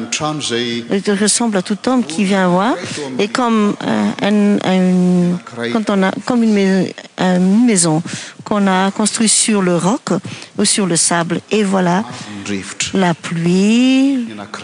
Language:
French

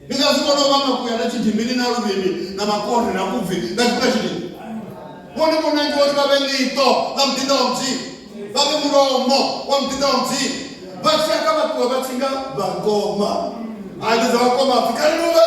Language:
Venda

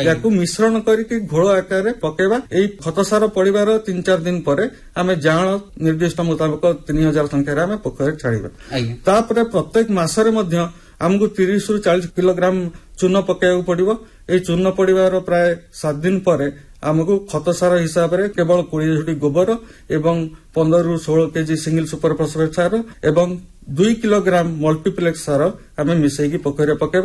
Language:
Odia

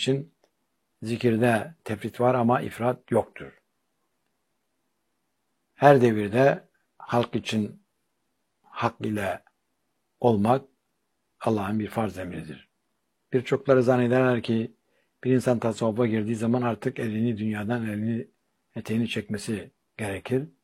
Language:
Turkish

